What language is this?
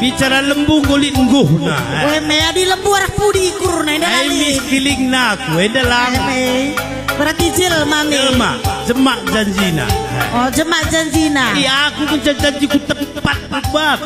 Batak Karo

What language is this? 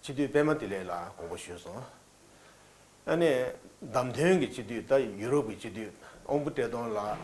Tibetan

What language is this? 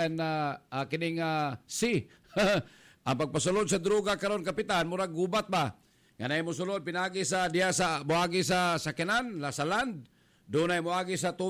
Cebuano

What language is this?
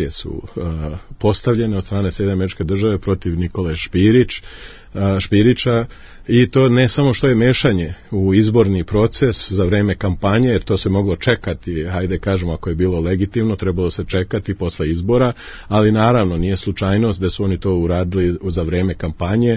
Serbian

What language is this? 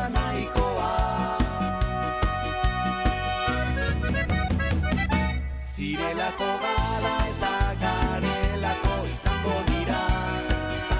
Basque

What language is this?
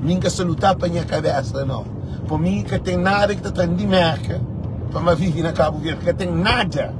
Kabuverdianu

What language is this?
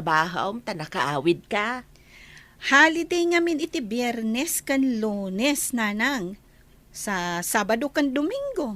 Iloko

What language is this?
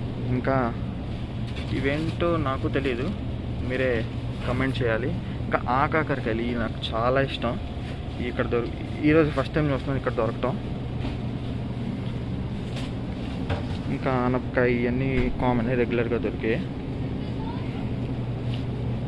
Telugu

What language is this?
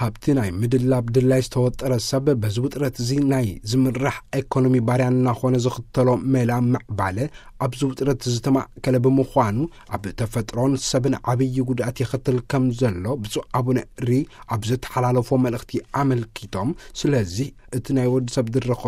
Tigrinya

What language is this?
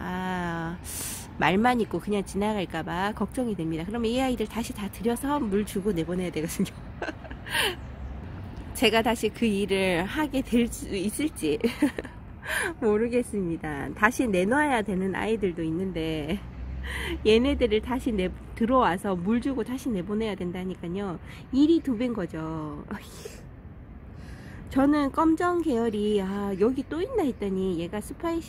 Korean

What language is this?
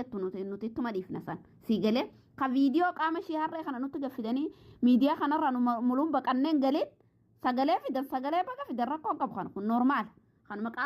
Oromo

